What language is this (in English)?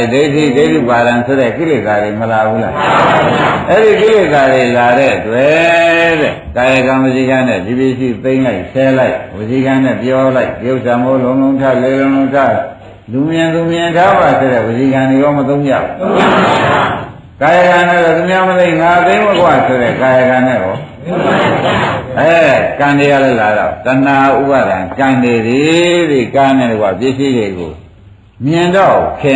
Burmese